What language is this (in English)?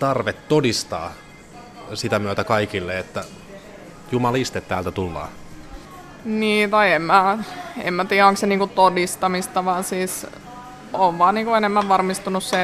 Finnish